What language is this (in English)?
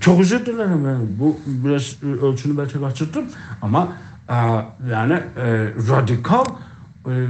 South Azerbaijani